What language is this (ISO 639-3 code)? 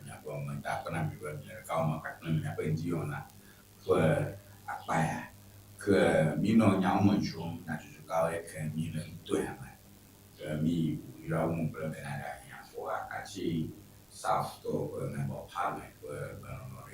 ewe